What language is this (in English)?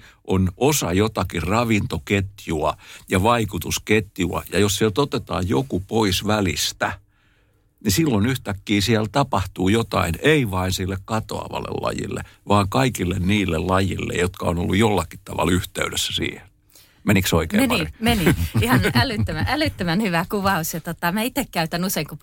Finnish